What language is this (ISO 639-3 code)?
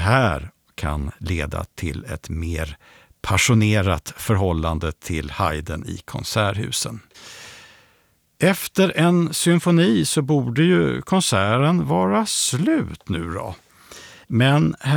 swe